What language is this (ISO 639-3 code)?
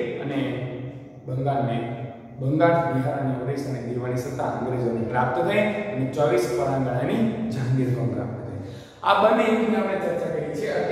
guj